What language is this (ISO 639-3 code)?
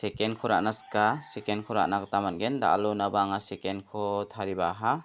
grt